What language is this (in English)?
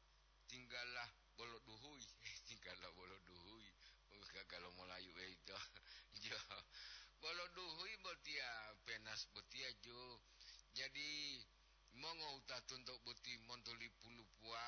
Gorontalo